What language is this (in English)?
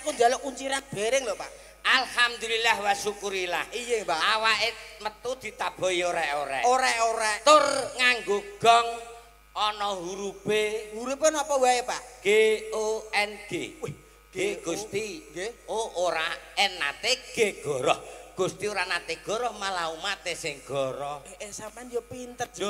Javanese